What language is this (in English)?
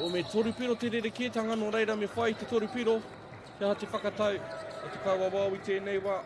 Māori